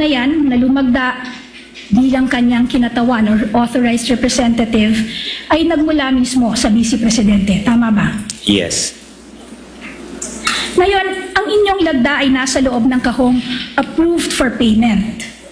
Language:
Filipino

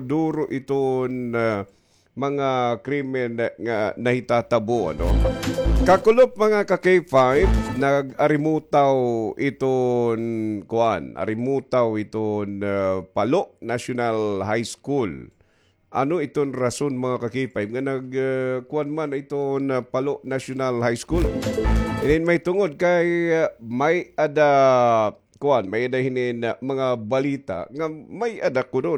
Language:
Waray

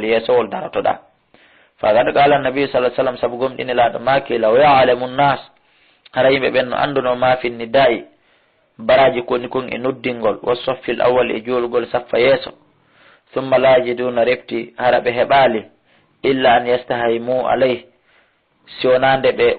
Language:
Fula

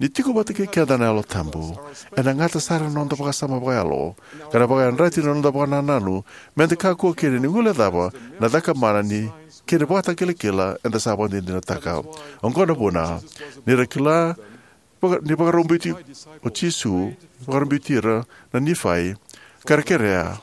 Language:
Fijian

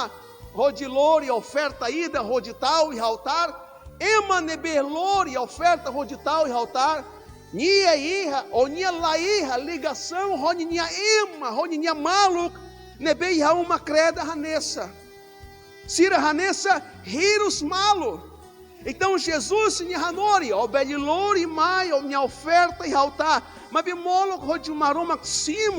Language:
Tetum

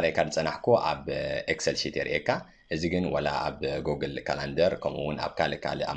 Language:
Tigrinya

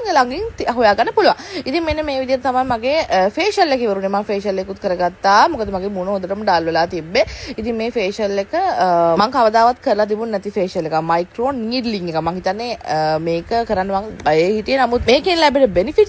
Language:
Sinhala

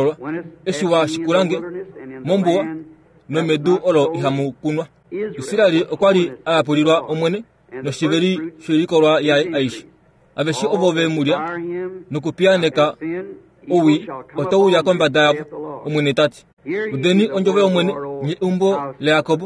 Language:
Kuanyama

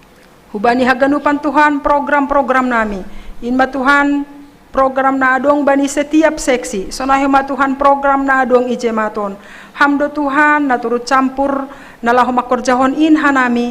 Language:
Batak Simalungun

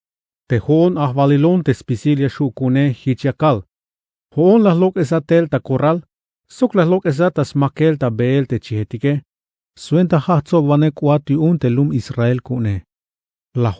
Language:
Tzeltal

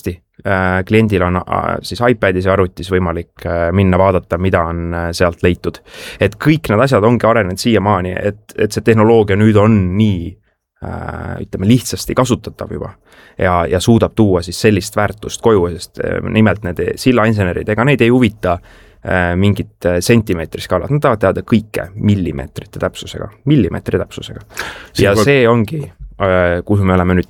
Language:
Estonian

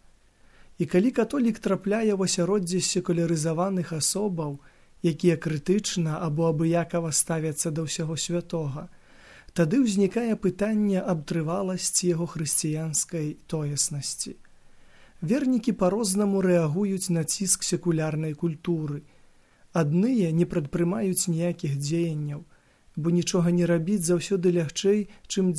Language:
Belarusian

